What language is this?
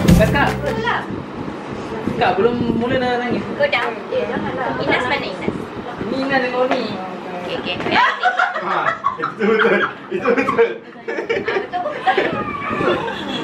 Malay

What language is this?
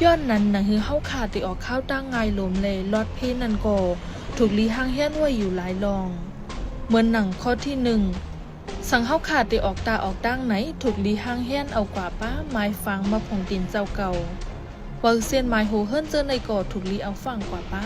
Shan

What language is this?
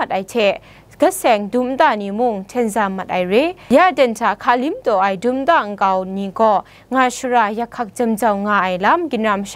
Kachin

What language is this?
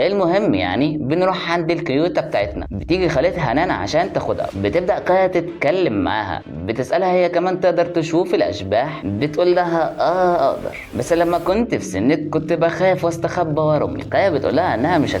Egyptian Arabic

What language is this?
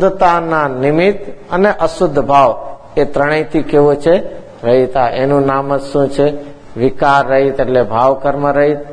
Gujarati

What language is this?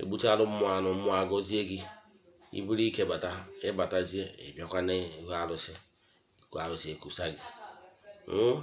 Igbo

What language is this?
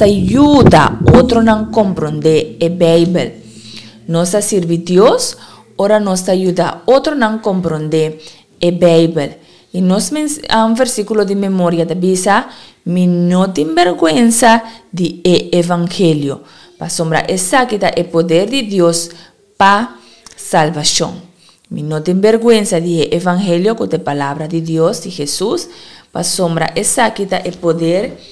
Papiamento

